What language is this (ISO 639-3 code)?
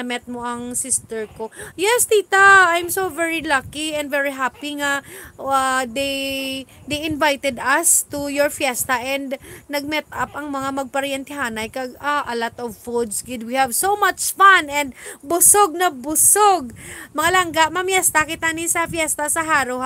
hil